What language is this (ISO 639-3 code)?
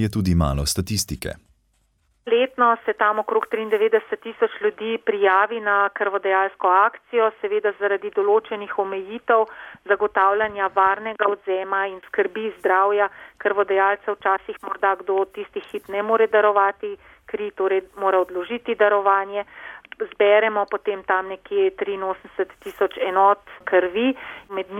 slv